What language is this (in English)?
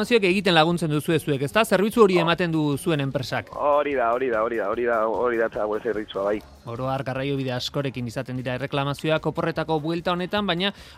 Basque